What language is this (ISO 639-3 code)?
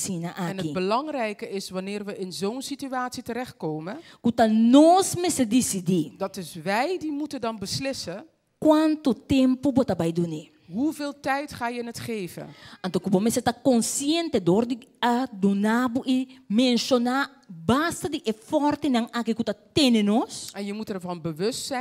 pap